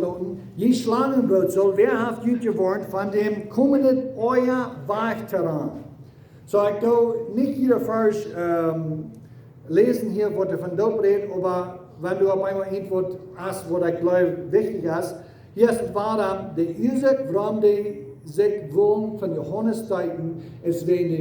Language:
Plautdietsch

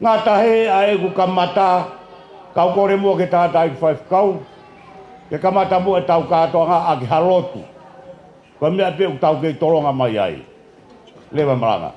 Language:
Tongan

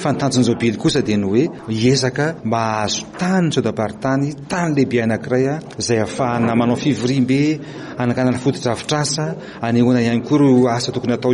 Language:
Malagasy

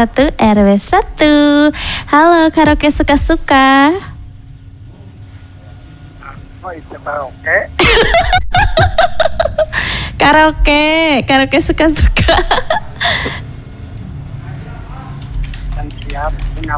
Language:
Indonesian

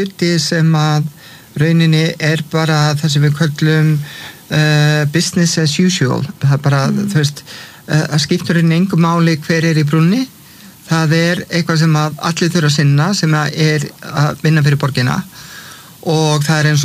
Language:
Icelandic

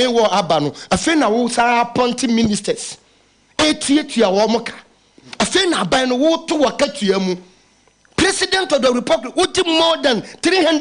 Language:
Akan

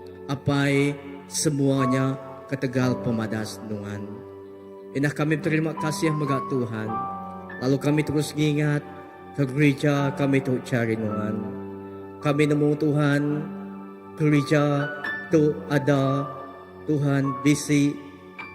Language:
Iban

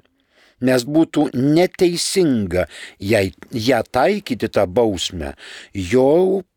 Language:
Lithuanian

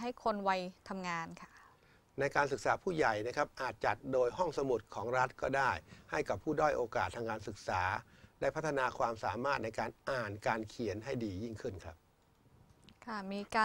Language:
Thai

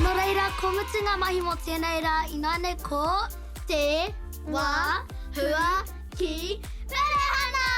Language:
Māori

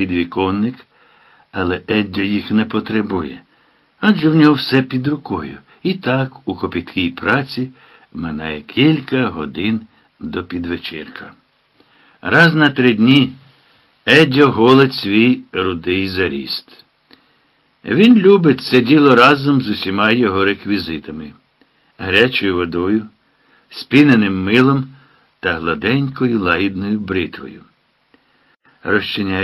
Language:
Ukrainian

